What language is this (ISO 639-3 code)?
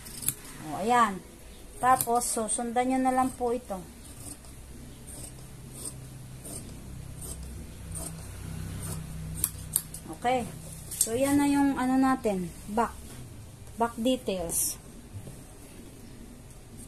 fil